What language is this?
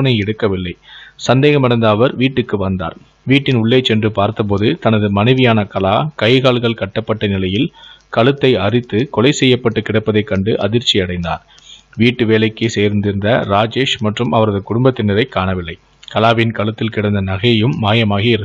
Tamil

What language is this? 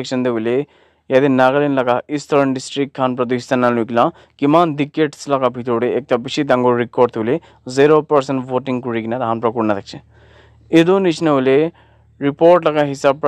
Naga Pidgin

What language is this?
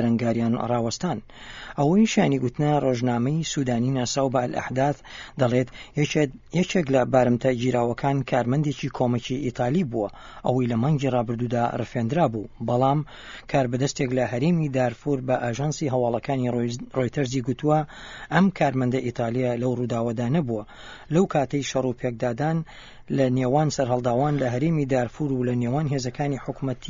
Central Kurdish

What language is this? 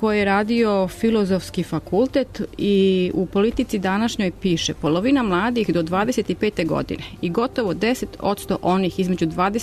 Serbian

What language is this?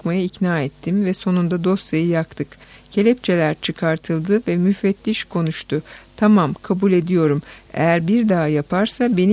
Turkish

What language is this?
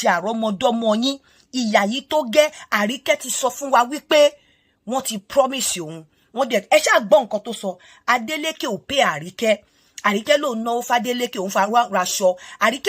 Yoruba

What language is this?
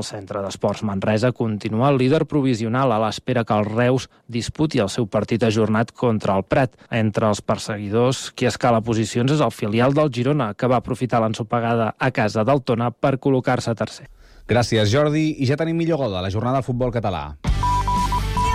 Catalan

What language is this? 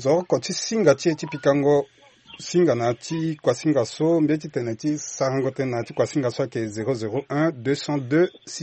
Sango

